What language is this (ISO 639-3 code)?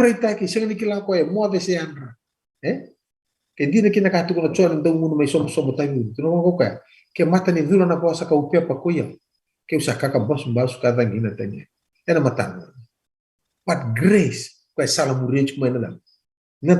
fij